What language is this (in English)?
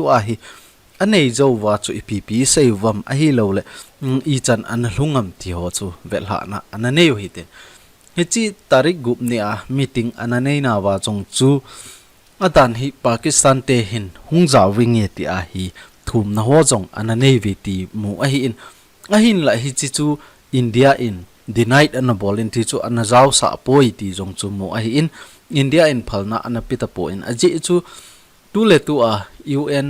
Thado Chin